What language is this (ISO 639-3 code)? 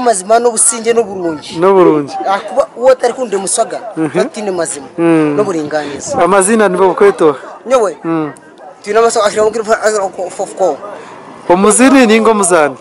nyn